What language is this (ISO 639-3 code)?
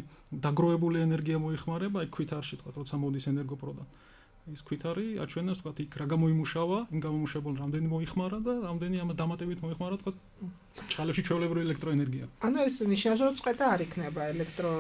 kat